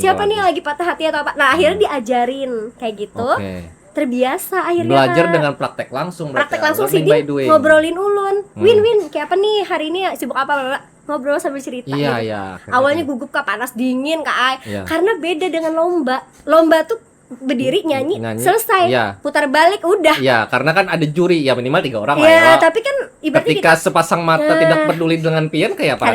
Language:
Banjar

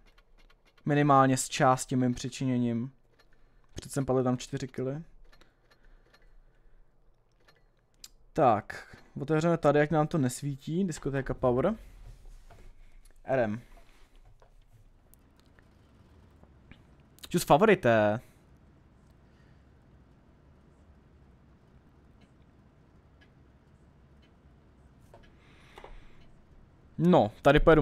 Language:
Czech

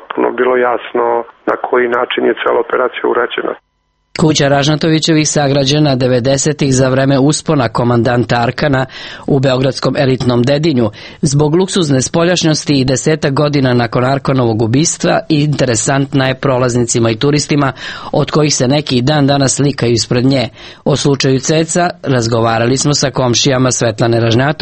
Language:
Serbian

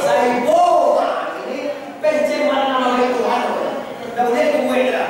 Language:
Minangkabau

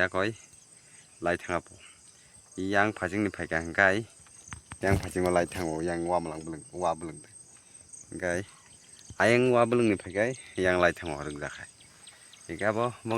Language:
Kok Borok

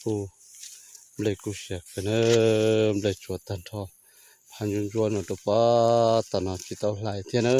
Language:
Hmong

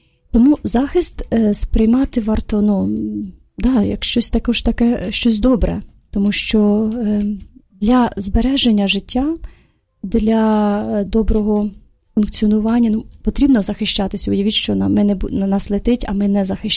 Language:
Ukrainian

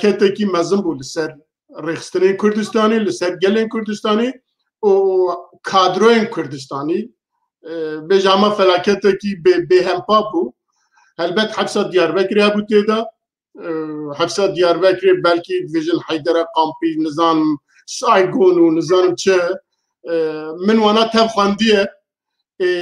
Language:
Kurdish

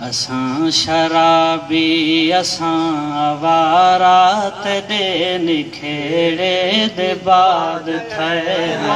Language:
Saraiki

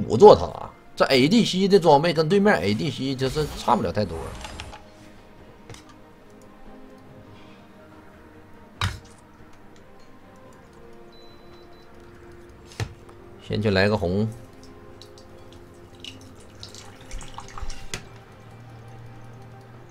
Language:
Chinese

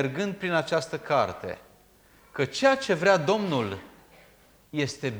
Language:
Romanian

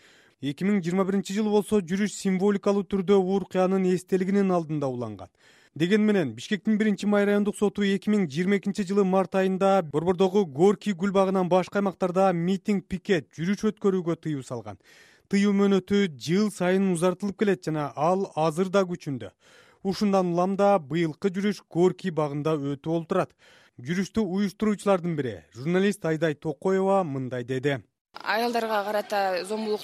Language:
Kyrgyz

